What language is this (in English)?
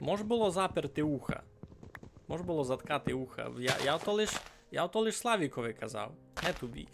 Rusyn